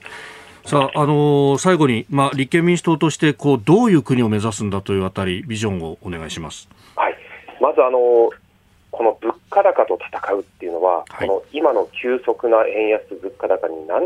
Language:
Japanese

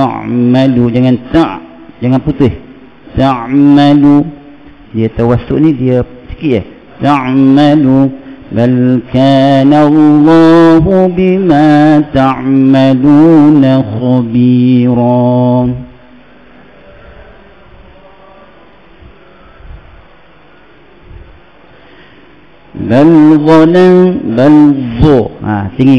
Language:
Malay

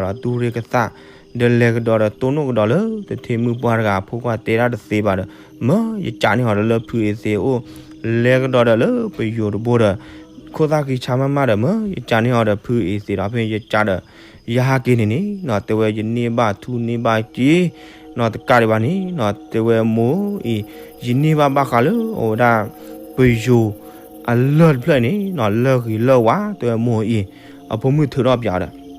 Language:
S'gaw Karen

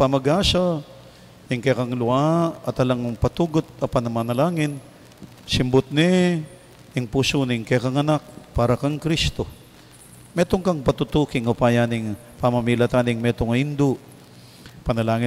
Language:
Pampanga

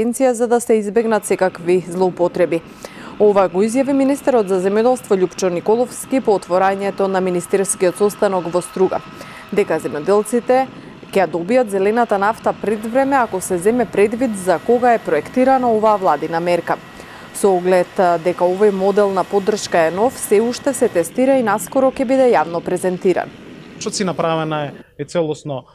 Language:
Macedonian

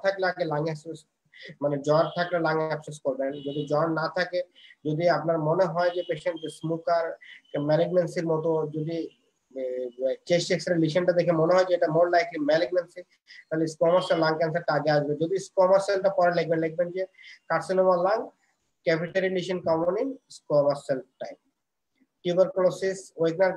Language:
Bangla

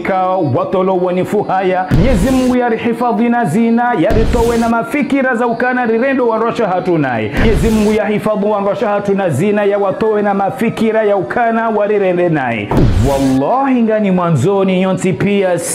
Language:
Ngazidja Comorian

